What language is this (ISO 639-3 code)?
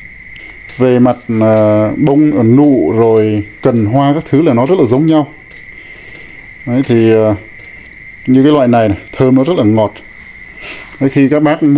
vie